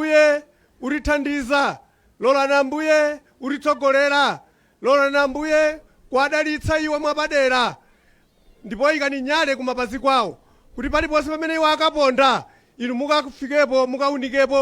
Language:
Nyanja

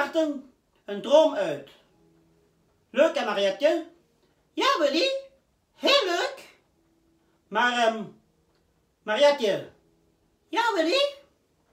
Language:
Dutch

